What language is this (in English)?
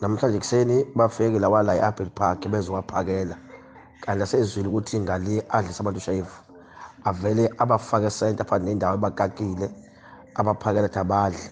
Zulu